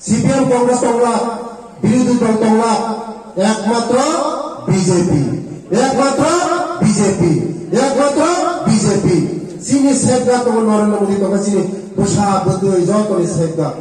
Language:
Riang (India)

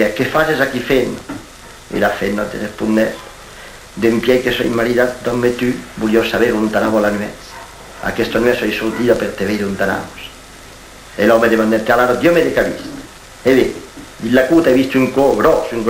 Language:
Occitan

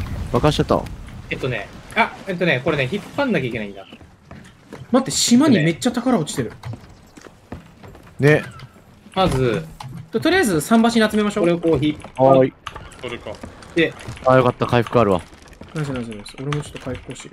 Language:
Japanese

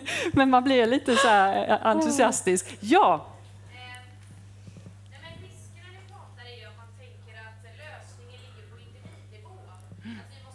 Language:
Swedish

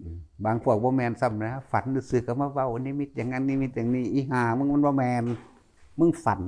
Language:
Northeastern Thai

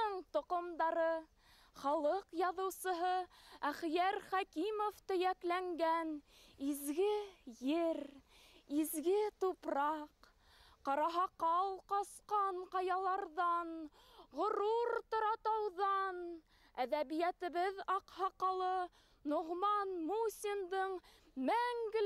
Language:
Bashkir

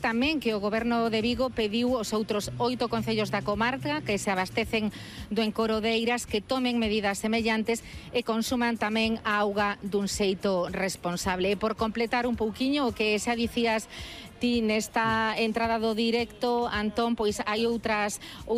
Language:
Galician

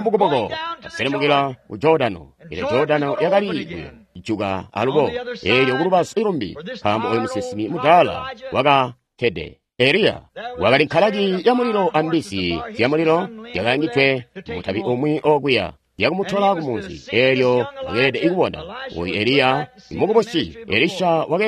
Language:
Tonga (Zambia)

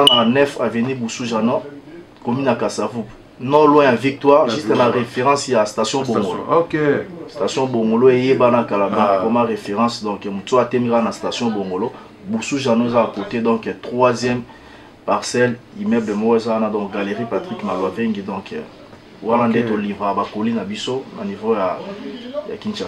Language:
Lingala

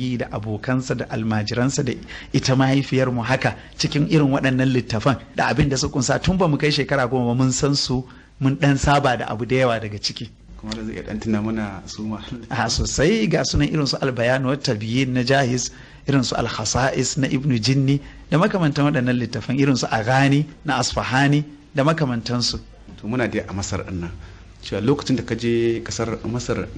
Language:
Hausa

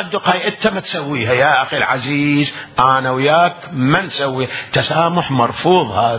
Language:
Mesopotamian Arabic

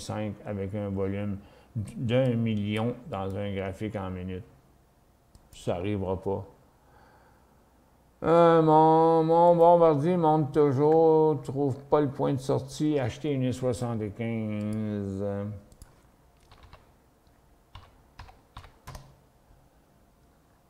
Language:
French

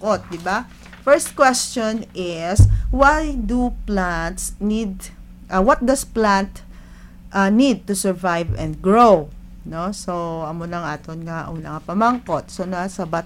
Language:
Hiligaynon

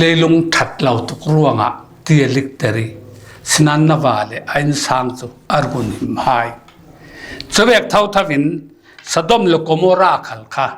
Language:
Falam Chin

